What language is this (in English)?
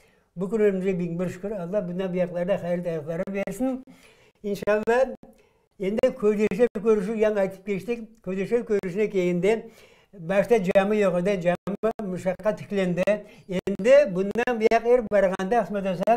Crimean Tatar